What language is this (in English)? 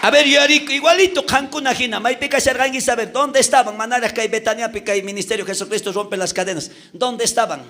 South Bolivian Quechua